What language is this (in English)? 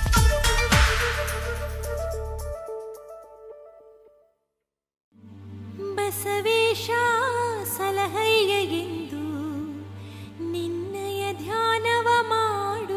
Kannada